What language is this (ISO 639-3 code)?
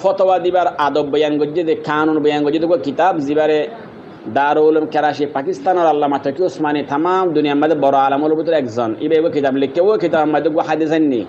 rhg